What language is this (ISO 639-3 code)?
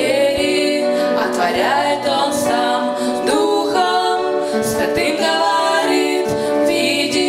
rus